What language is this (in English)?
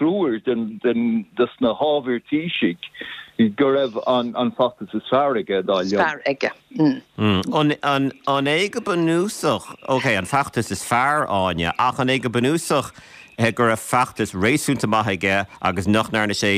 Irish